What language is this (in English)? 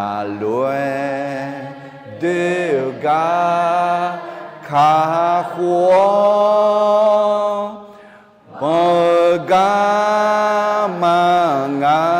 Akha